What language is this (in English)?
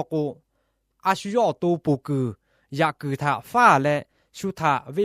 Lahu